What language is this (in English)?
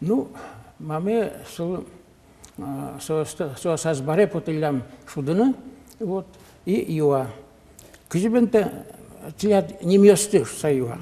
Udmurt